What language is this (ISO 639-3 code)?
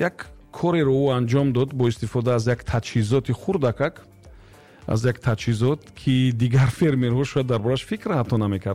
tgk